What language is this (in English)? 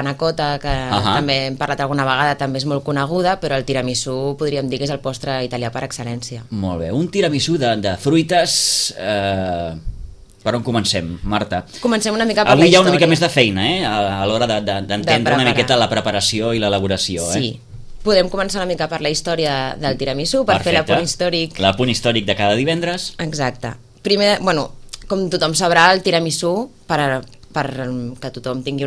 Catalan